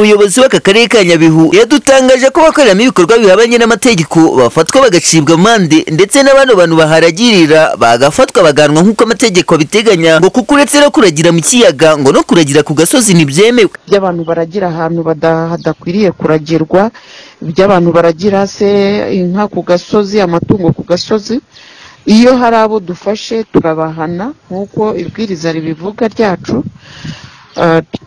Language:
Kinyarwanda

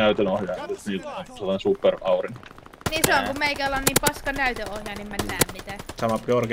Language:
Finnish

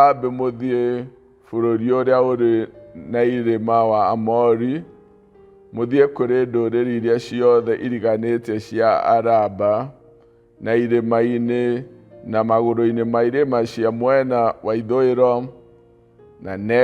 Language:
Kikuyu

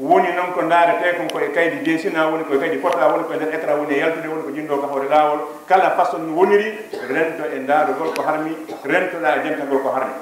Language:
Fula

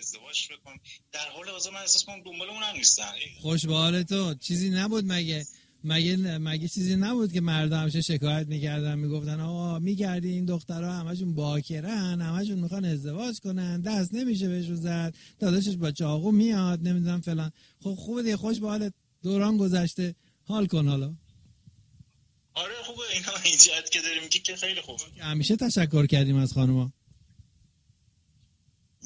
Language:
Persian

